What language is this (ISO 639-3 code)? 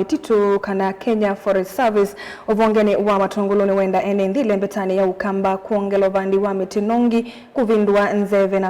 kam